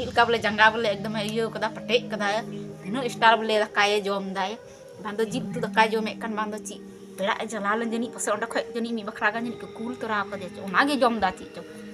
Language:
Santali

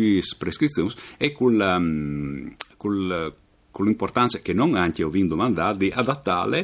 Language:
Friulian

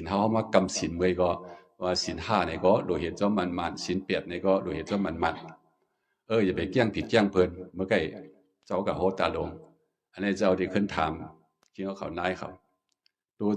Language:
Shan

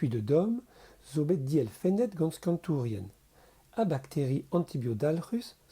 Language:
Breton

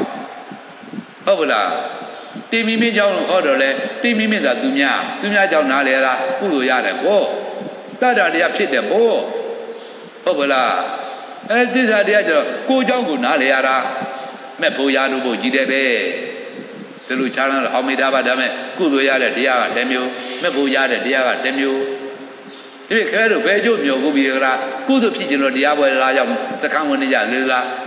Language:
Burmese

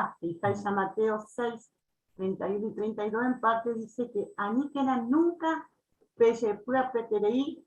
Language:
Guarani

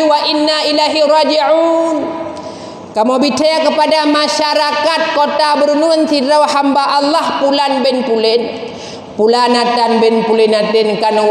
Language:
Achinese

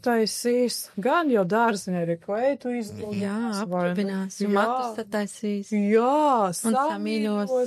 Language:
Latvian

